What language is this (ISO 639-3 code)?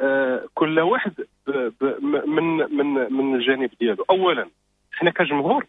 ary